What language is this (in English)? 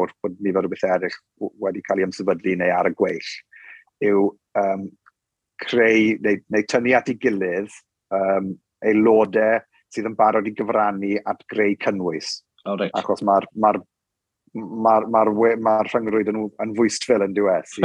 Welsh